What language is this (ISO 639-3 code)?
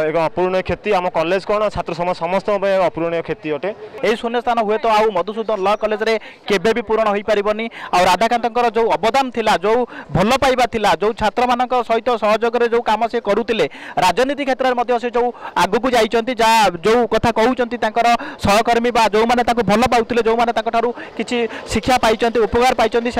ori